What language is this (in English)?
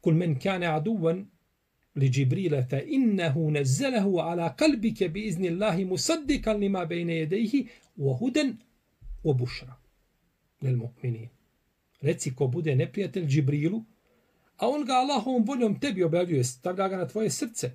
Bosnian